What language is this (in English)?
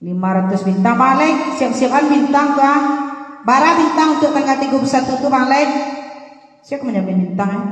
Minangkabau